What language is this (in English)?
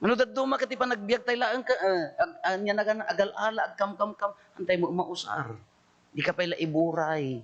Iloko